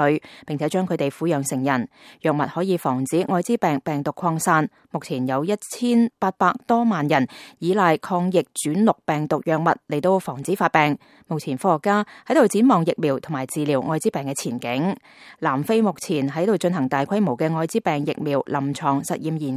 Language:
Cantonese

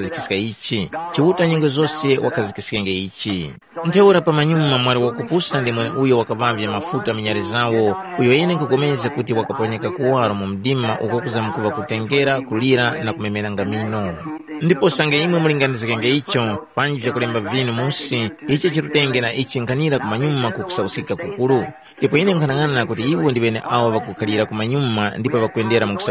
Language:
Tumbuka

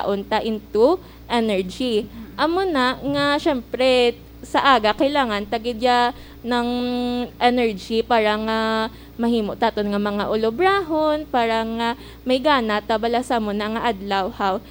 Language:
Hiligaynon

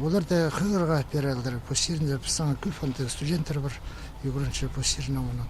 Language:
Khakas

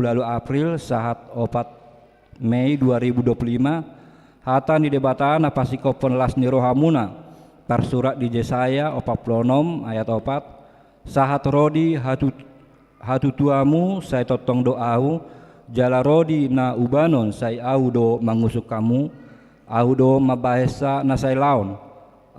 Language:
Batak Toba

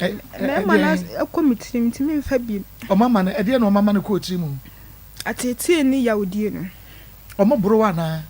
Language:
Akan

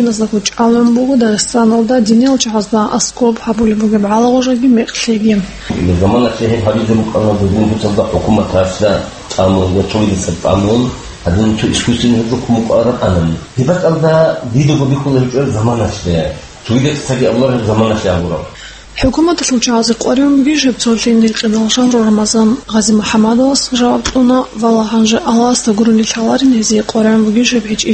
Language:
Avaric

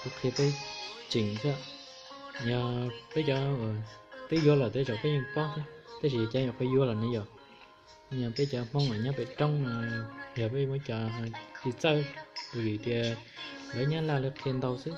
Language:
Hmong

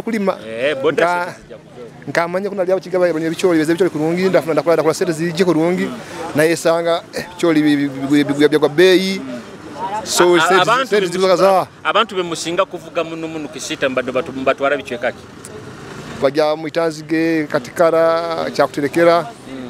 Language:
Nyoro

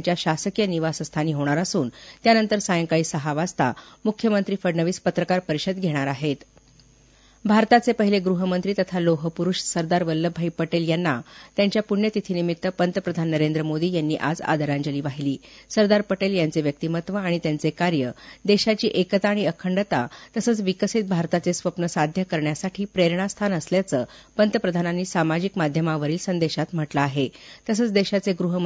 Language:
Marathi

